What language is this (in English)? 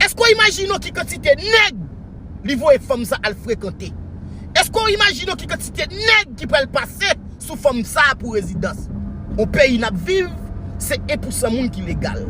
Haitian Creole